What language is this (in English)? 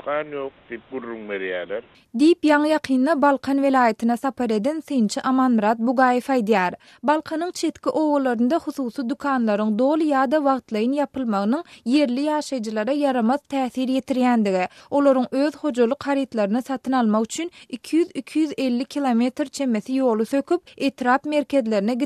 Turkmen